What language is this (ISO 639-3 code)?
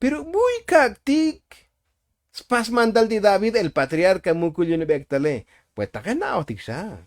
tzo